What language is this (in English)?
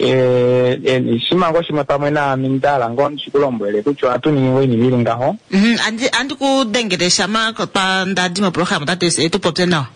Kuanyama